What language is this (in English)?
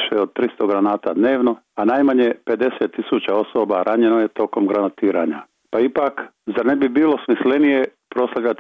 Croatian